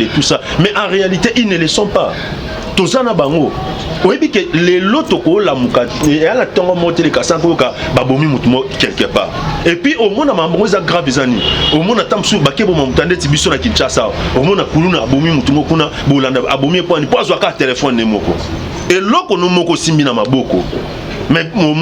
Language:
Lingala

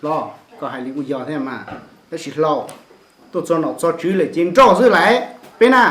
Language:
Hmong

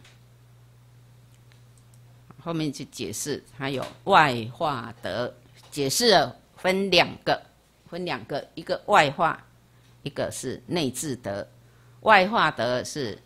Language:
Chinese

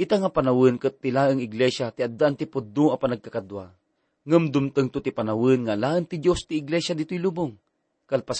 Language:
Iloko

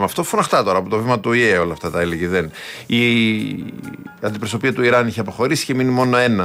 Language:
Greek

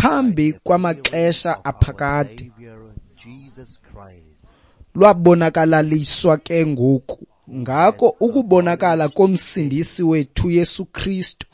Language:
Xhosa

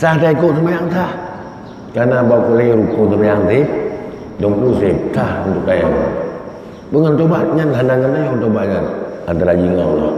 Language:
Achinese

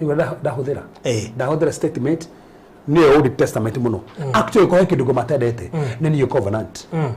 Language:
Kikuyu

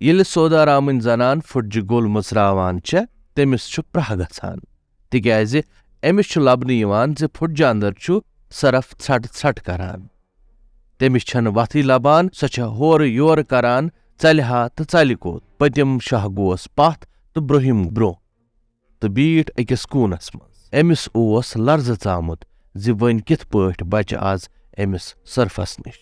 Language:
Kashmiri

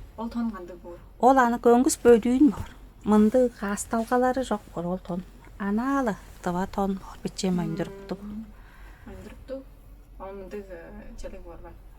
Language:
Tuvinian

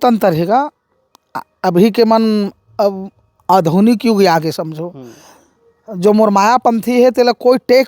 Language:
Chhattisgarhi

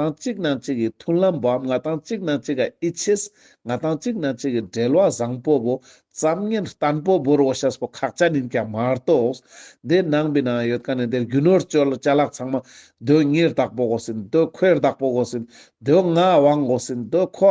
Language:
Ladakhi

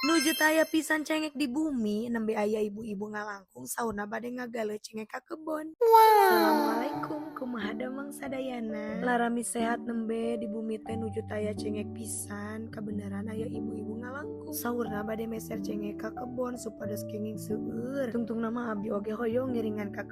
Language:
Sundanese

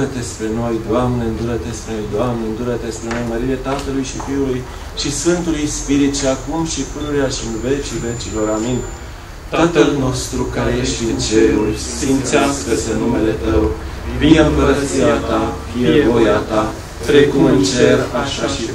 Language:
Romanian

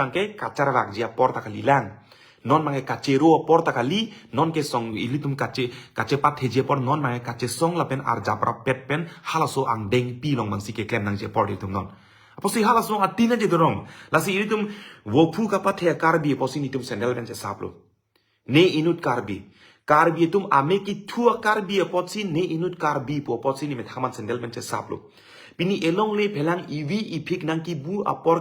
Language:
Karbi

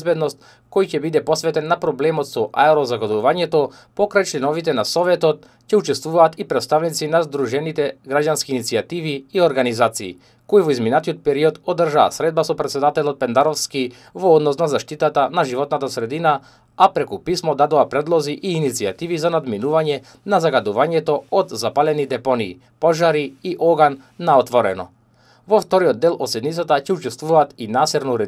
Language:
Macedonian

